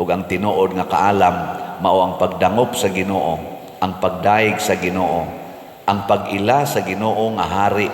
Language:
Cebuano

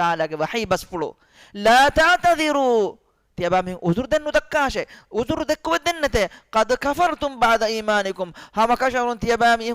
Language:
Divehi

